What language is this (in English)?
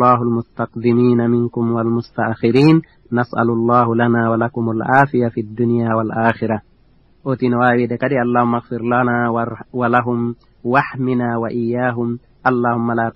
Fula